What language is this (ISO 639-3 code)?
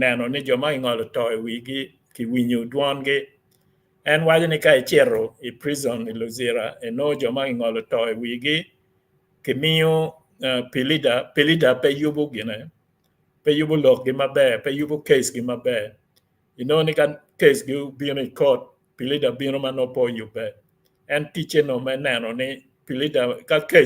ach